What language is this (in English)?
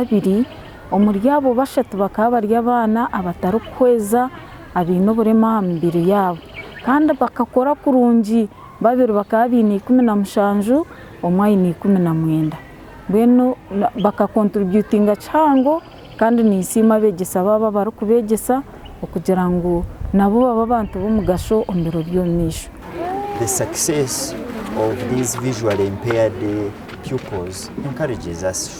Nyankole